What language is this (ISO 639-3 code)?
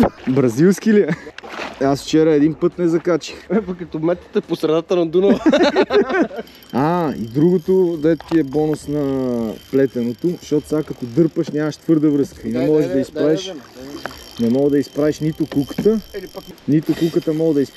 bul